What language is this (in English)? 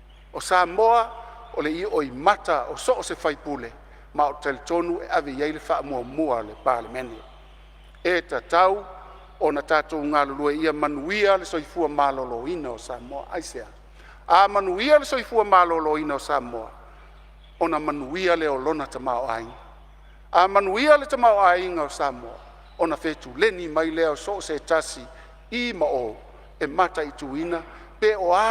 Samoan